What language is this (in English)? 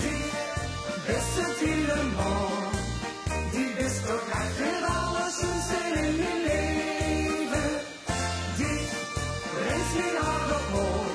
Limburgish